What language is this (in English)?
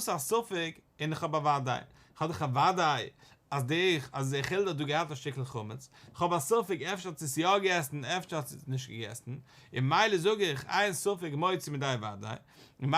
Yiddish